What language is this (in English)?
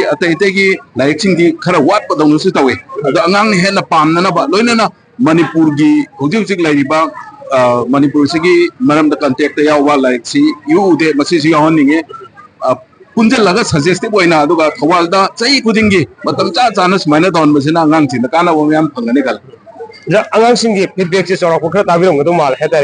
Manipuri